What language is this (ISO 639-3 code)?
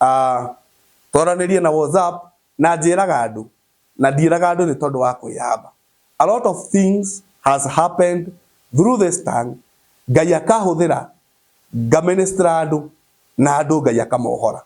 kik